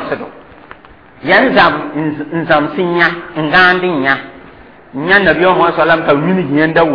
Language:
Mossi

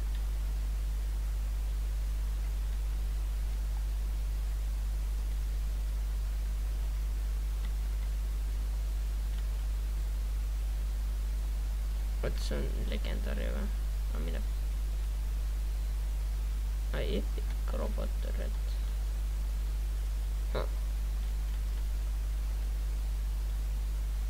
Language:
Estonian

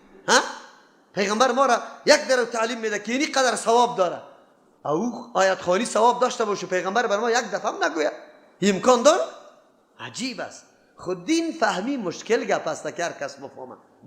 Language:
Persian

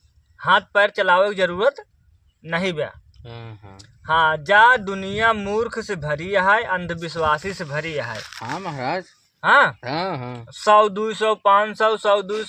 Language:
Awadhi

